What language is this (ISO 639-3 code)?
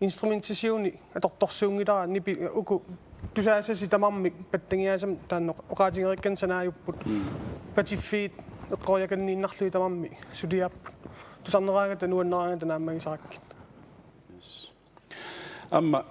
kal